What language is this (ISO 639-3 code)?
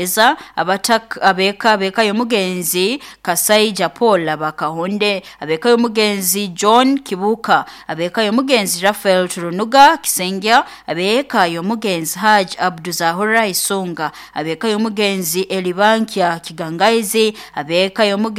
nyo